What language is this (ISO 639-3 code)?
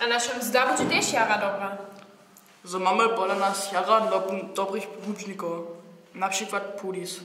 hsb